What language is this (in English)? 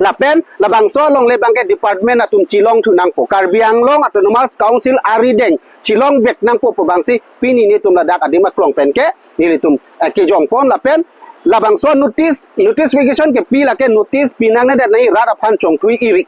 Karbi